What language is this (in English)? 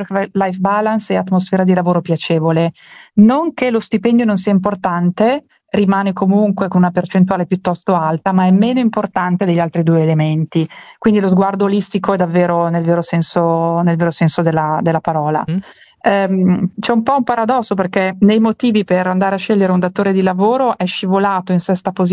Italian